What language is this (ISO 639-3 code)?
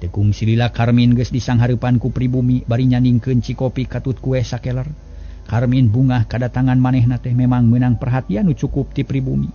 sun